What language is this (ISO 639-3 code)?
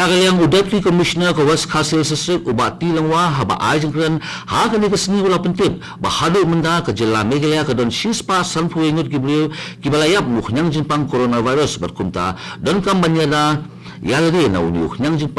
kha